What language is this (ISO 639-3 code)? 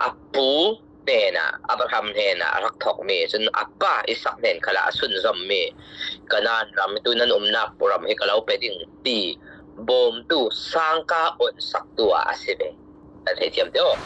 cfm